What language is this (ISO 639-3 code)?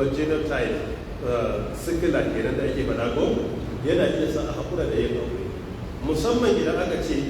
hau